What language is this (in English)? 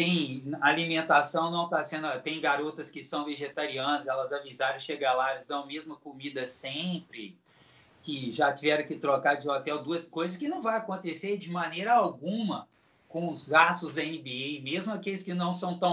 Portuguese